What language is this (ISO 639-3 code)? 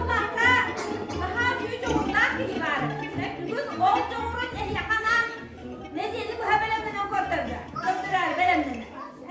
sah